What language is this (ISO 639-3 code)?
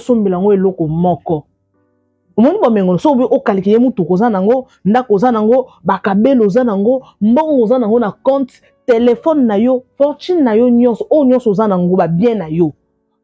lin